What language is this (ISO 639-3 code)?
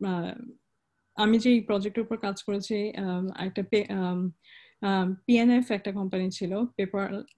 ben